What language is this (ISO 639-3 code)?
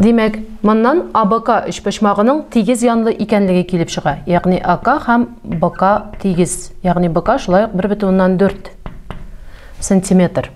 tat